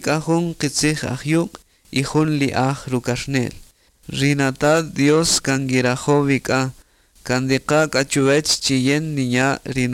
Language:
Kaqchikel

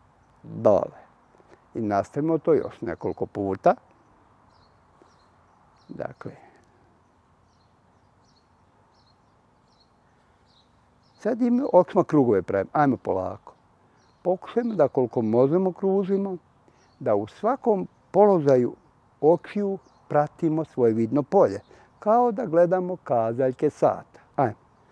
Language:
Bosnian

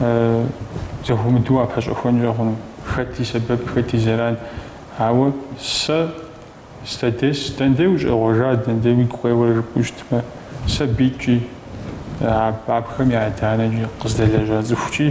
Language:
Kabardian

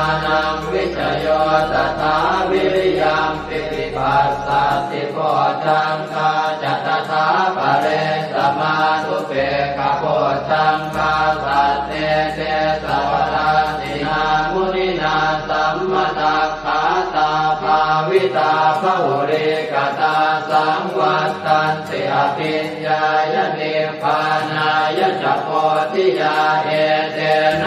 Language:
Pali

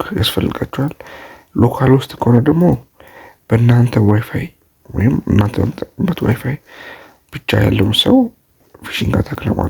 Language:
Amharic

